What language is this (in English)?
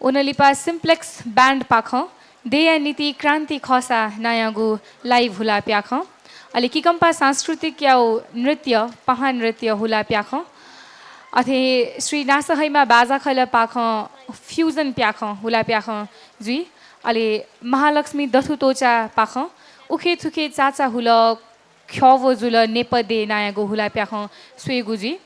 Newari